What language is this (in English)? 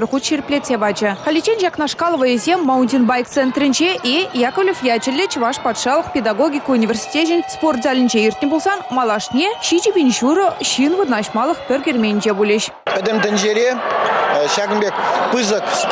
Chuvash